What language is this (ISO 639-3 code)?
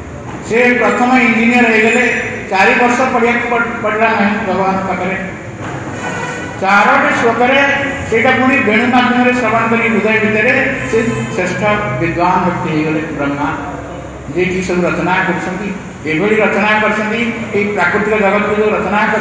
ori